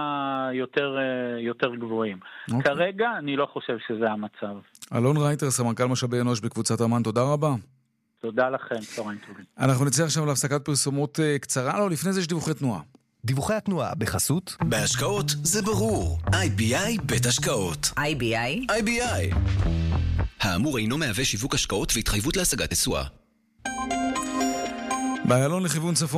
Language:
Hebrew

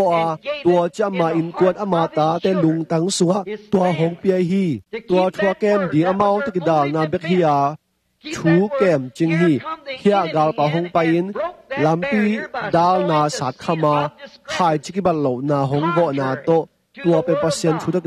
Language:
Tedim Chin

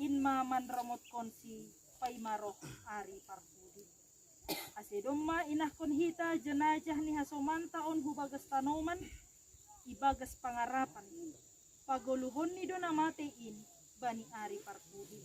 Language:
Batak Simalungun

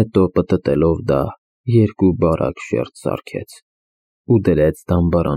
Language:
Armenian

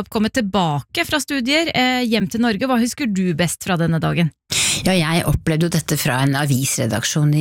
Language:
Norwegian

